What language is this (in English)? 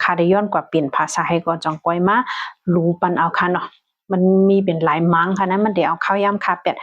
Shan